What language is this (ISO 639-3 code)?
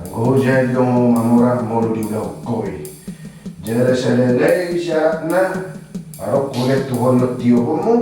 bbc